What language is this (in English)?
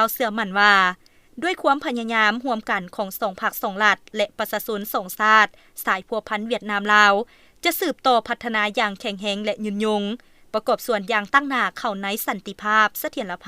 Lao